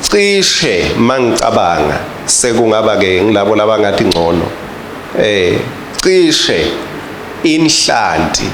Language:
Swati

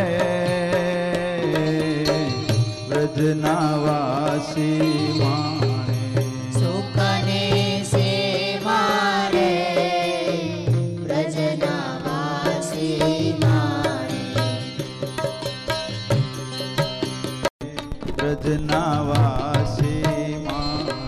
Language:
Gujarati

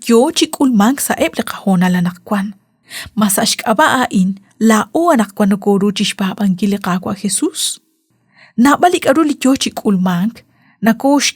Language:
Kekchí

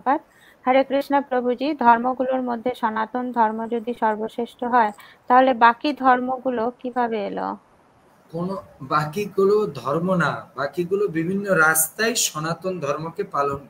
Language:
Bangla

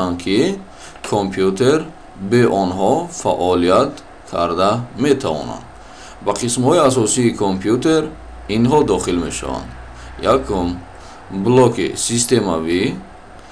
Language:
Tajik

